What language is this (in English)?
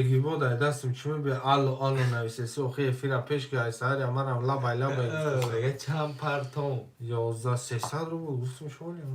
Tajik